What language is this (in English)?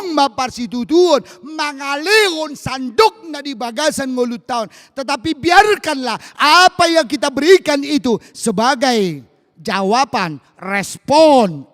Batak Toba